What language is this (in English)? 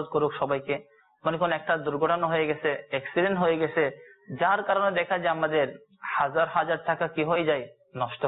Bangla